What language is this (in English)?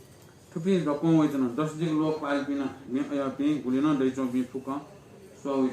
Newari